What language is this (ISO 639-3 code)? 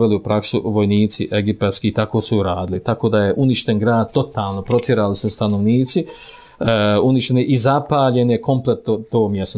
bos